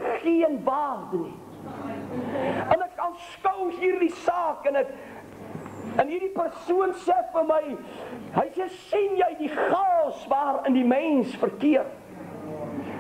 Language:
Afrikaans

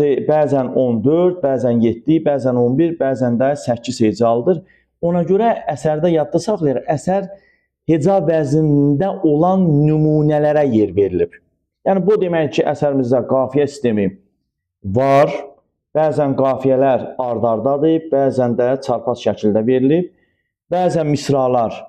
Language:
Azerbaijani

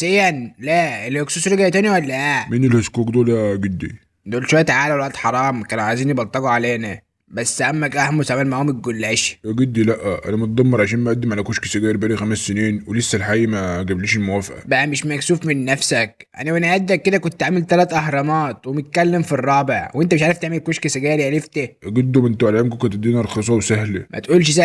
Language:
Egyptian Arabic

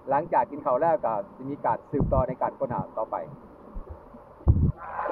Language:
Thai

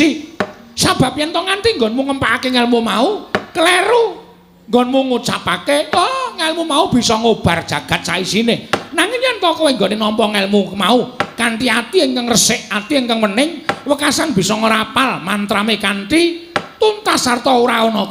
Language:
Javanese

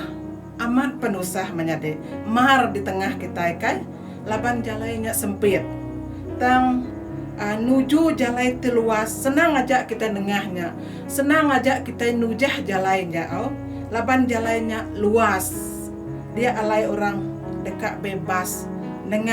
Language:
Iban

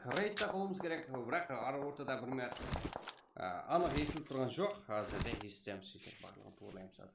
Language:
Kara-Kalpak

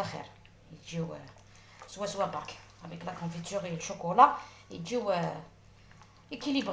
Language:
Algerian Arabic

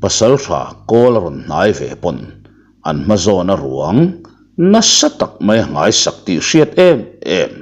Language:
Mizo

